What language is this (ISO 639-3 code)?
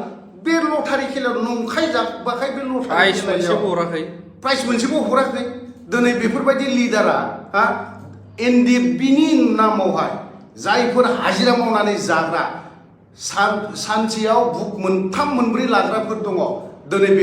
brx